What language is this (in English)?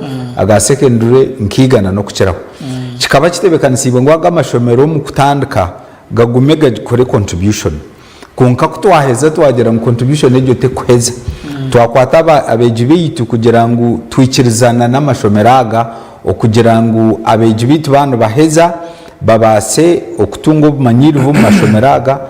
Nyankole